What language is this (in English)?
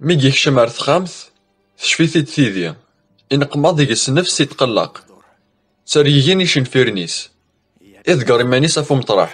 Kabyle